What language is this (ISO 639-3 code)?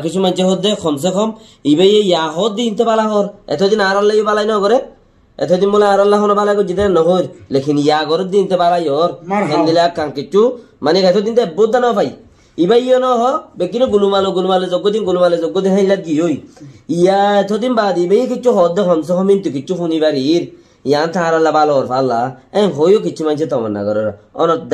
rhg